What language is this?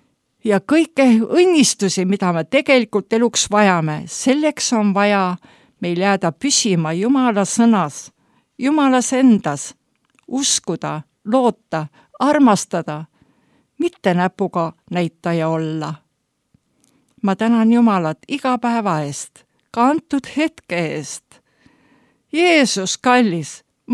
Estonian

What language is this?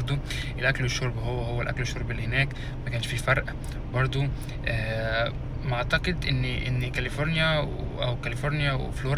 Egyptian Arabic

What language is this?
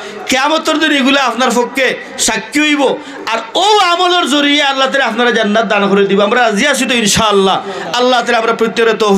Sylheti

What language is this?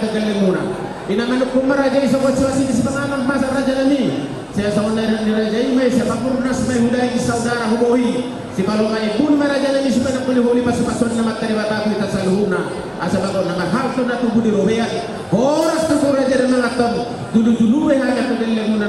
Batak Toba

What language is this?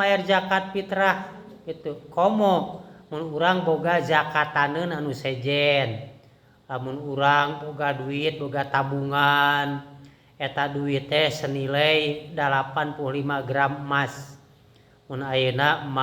Sundanese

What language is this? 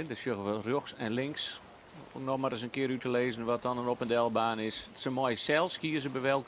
Western Frisian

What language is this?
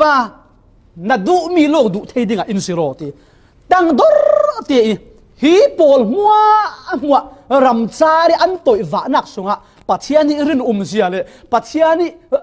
Falam Chin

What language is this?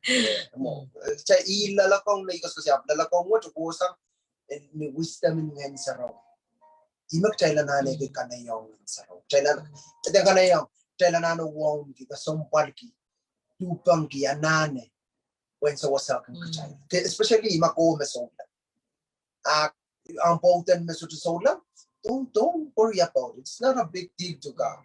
Pohnpeian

